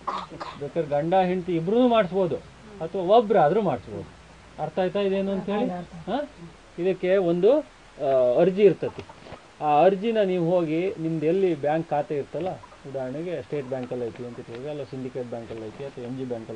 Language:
Kannada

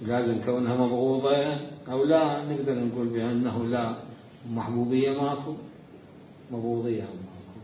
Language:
Mesopotamian Arabic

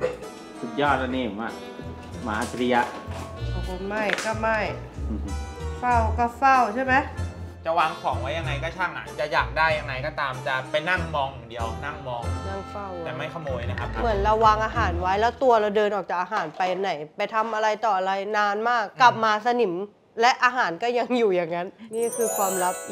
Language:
Thai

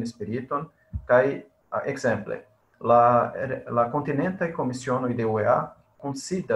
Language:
Esperanto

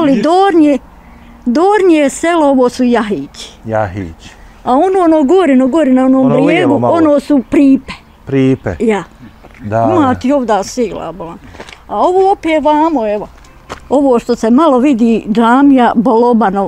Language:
Bosnian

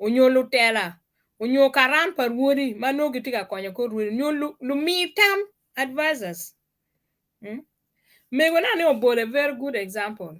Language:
Acoli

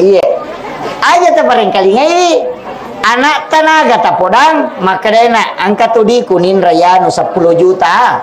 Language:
Buginese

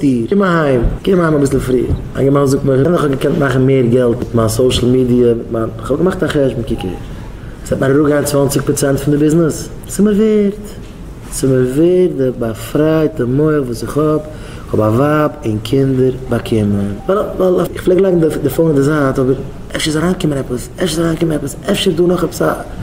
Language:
Yiddish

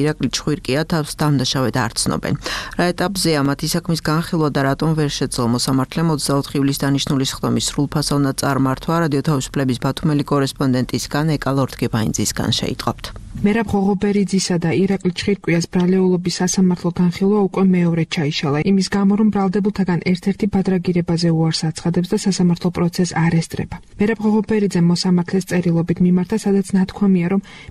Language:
Georgian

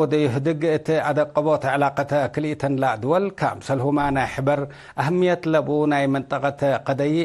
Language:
Tigre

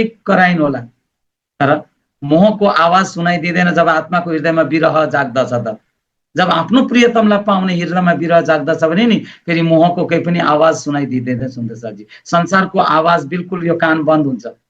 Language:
Nepali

